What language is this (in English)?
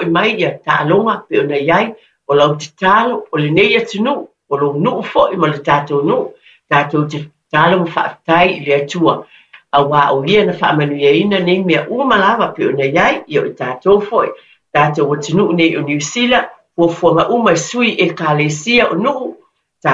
Samoan